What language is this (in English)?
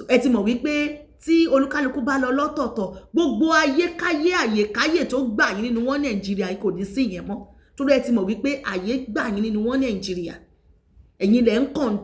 Yoruba